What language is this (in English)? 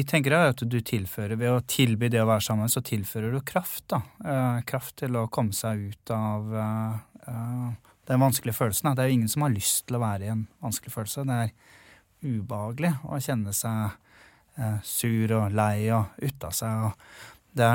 Norwegian